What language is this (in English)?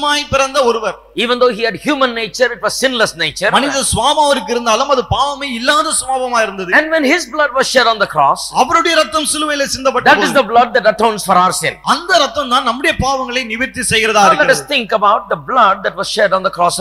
Tamil